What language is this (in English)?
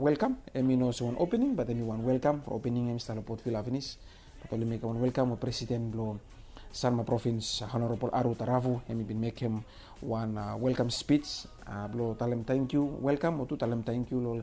Bislama